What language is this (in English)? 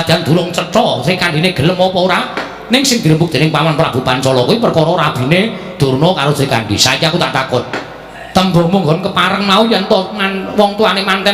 Javanese